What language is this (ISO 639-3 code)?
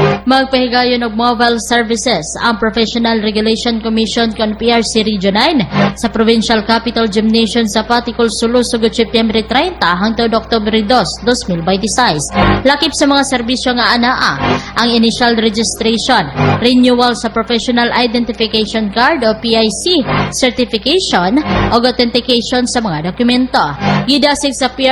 ceb